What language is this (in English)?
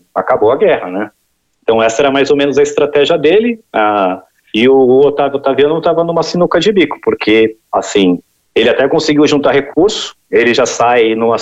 Portuguese